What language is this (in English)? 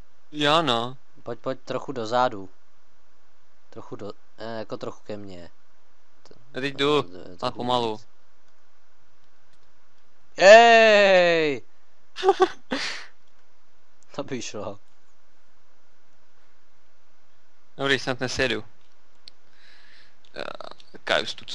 Czech